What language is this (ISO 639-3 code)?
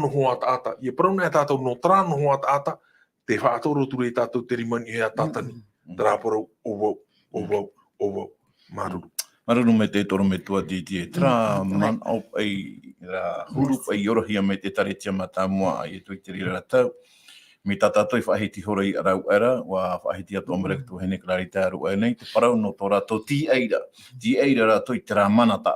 tah